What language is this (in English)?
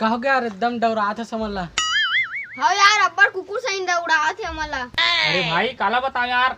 Chhattisgarhi